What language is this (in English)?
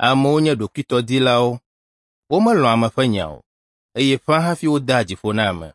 Ewe